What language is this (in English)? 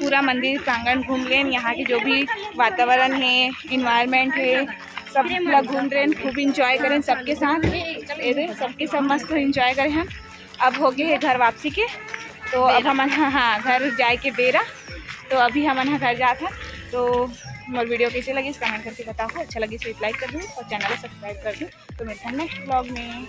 Chhattisgarhi